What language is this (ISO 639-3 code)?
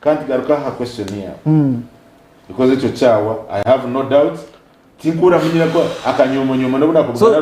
nyn